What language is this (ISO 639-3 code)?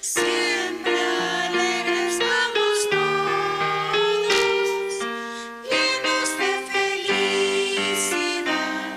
aym